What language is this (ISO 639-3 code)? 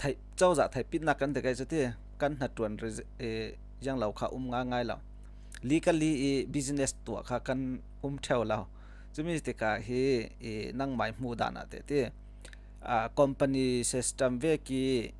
cfm